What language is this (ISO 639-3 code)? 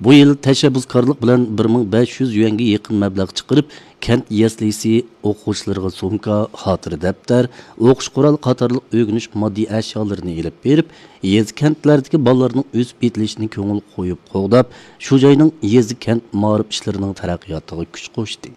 uig